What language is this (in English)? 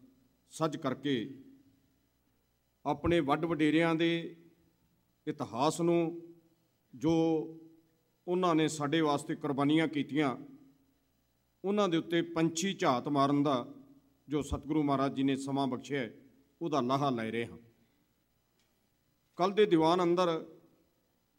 Punjabi